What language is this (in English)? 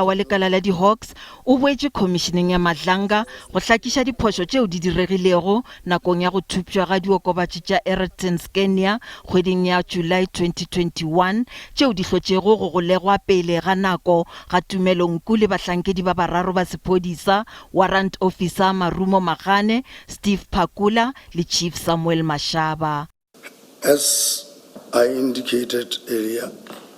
Northern Sotho